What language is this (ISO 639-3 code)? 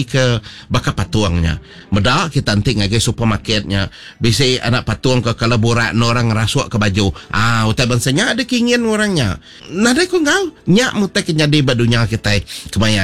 iba